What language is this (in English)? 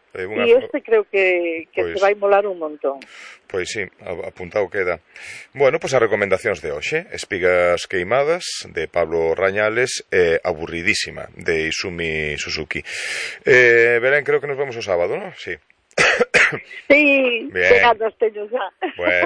Galician